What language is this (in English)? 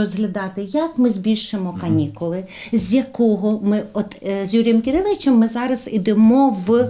Ukrainian